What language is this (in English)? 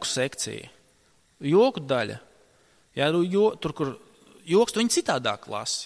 Latvian